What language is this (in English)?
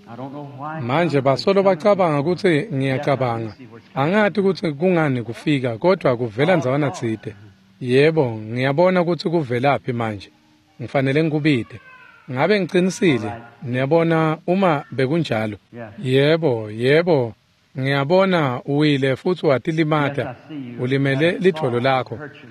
Swati